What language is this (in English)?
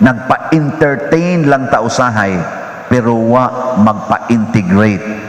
Cebuano